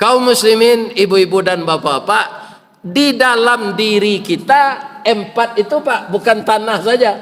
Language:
Minangkabau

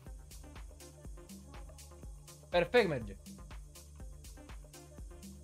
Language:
Romanian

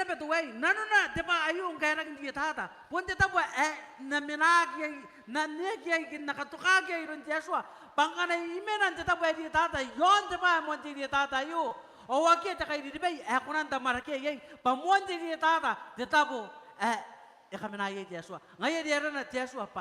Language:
Gilbertese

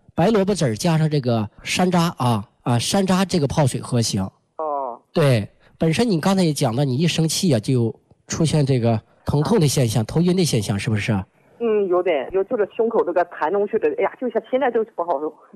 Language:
Chinese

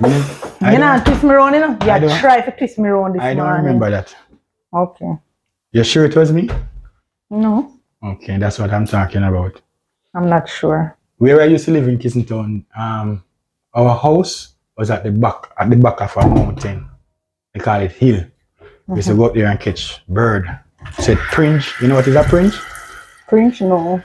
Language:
Jamaican Creole English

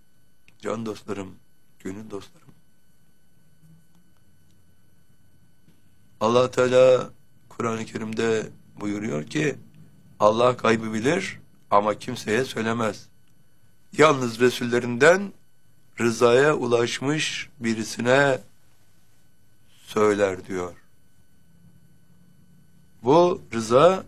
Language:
Turkish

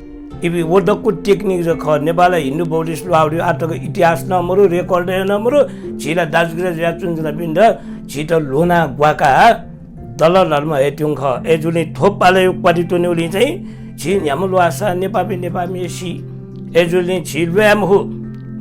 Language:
Newari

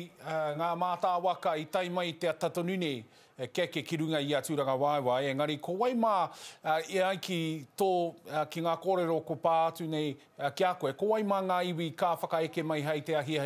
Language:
Māori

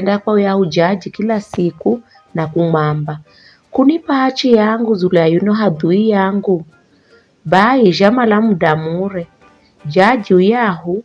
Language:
Giryama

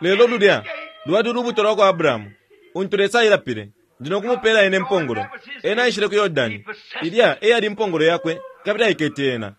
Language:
Bemba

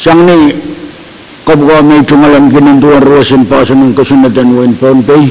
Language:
Pohnpeian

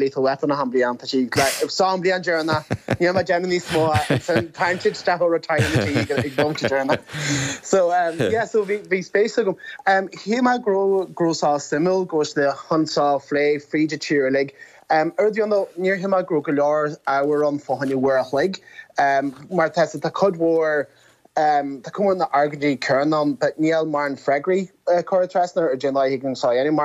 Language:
Irish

